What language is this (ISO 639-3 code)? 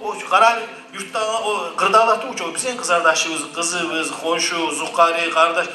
kum